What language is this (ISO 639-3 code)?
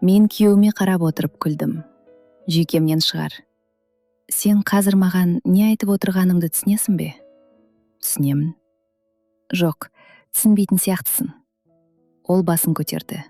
kaz